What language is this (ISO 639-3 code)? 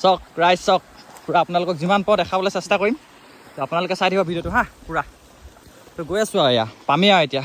asm